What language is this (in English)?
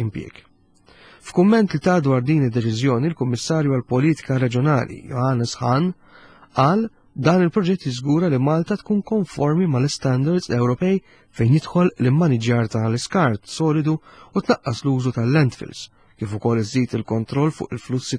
Maltese